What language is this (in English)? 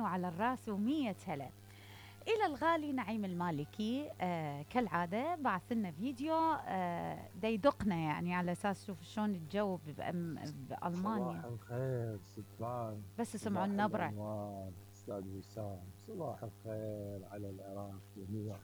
Mesopotamian Arabic